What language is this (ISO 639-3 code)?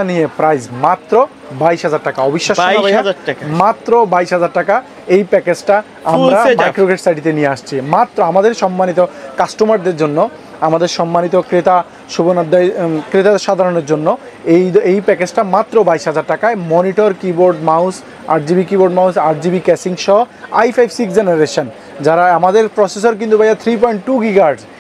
ben